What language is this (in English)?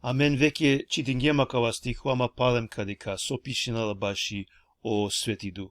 Balkan Romani